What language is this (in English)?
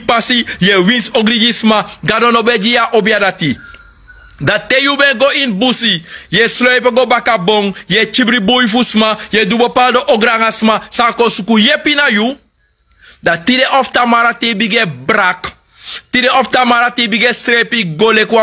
Sranan Tongo